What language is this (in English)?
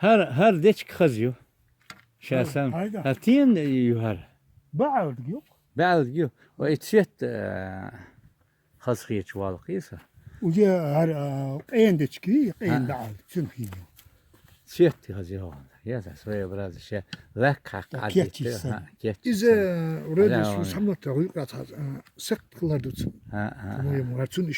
Chechen